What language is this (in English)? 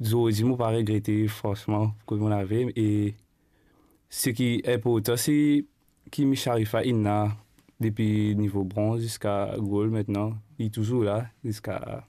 Morisyen